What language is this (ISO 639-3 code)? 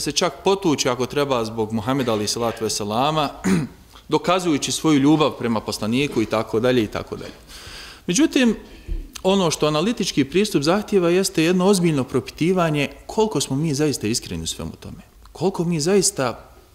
bos